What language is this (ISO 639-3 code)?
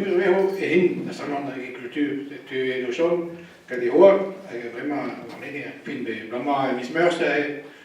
bre